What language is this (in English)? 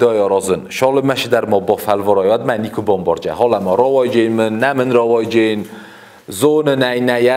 Ossetic